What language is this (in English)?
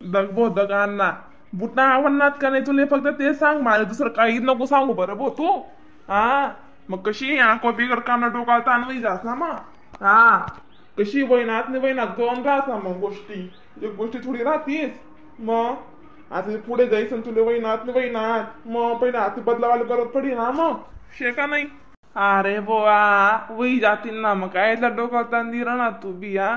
Khandesi